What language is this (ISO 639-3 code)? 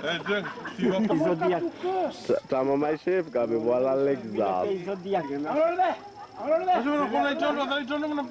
dhv